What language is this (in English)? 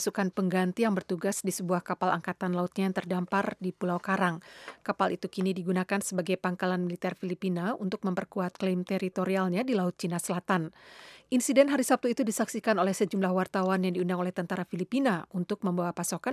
Indonesian